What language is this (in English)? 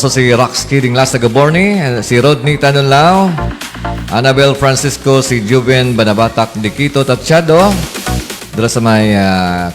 Hiligaynon